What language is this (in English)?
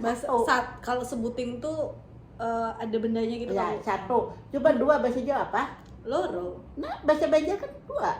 Banjar